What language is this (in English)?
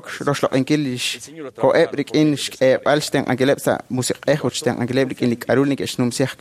Kekchí